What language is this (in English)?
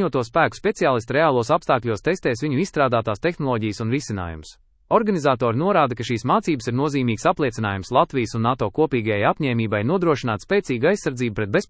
Latvian